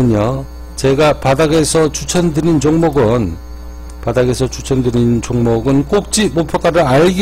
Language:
Korean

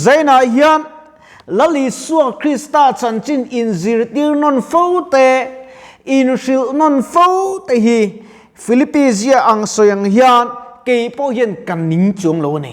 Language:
Mizo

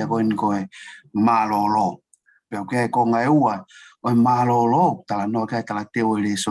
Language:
Tongan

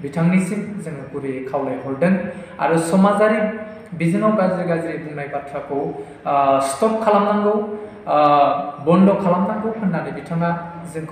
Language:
Bodo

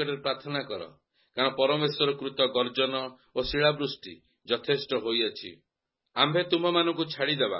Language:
Odia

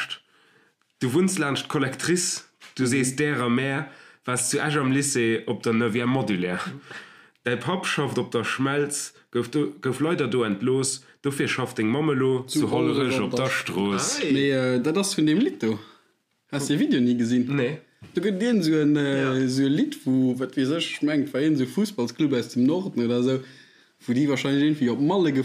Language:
Luxembourgish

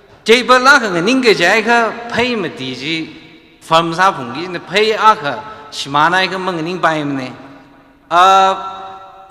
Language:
Tangkhul Naga (India)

